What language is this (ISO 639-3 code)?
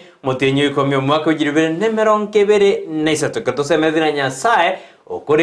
guz